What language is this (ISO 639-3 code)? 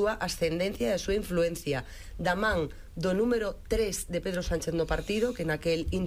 glg